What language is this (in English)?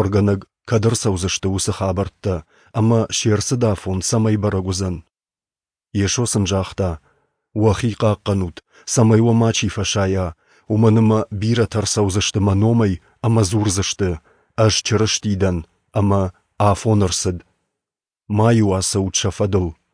Ossetic